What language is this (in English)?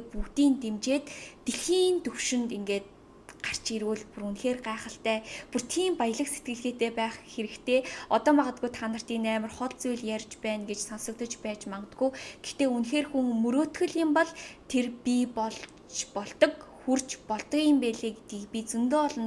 Mongolian